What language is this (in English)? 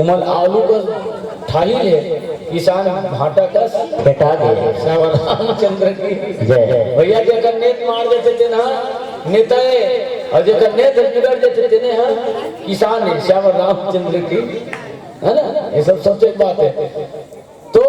Chhattisgarhi